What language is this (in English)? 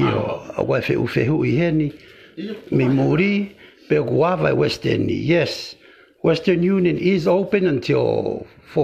Tongan